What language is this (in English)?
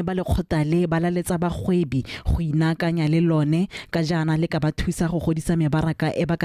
Tswana